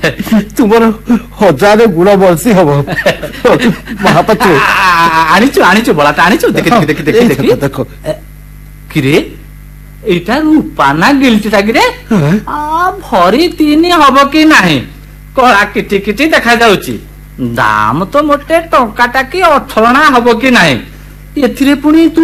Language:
Odia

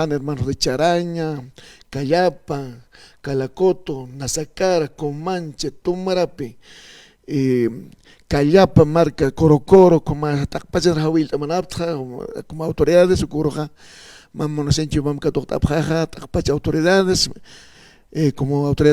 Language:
Aymara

